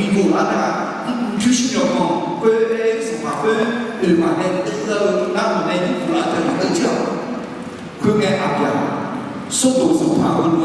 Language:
Akha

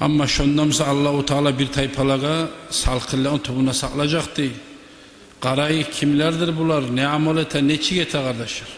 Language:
Kumyk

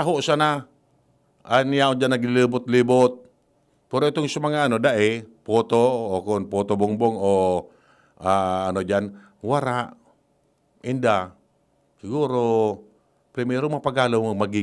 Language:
Bikol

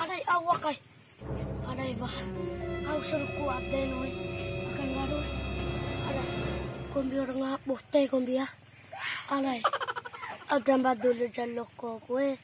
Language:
Bima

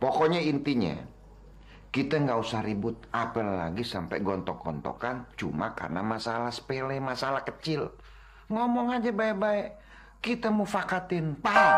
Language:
Betawi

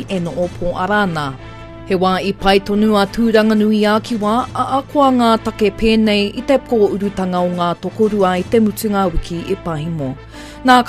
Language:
Māori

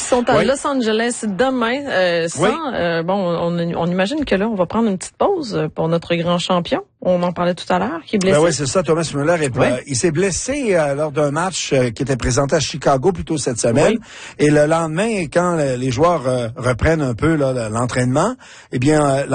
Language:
French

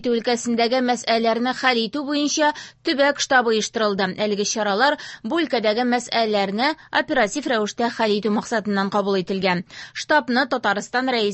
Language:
Tatar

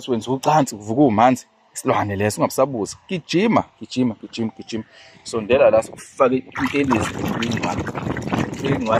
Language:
Zulu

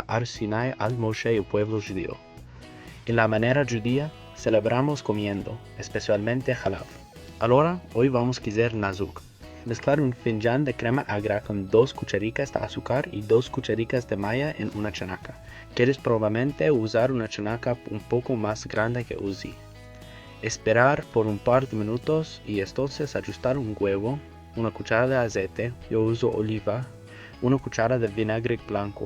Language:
Ladino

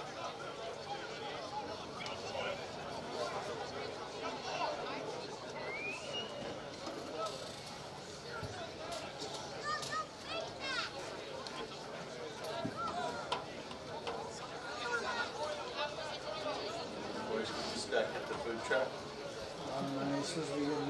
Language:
English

